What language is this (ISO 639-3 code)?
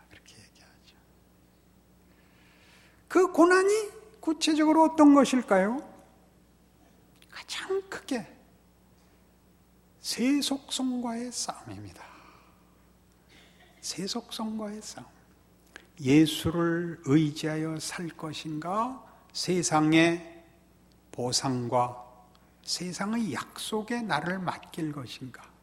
kor